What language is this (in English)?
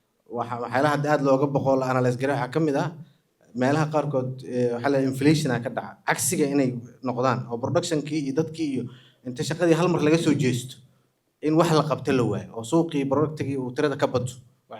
Somali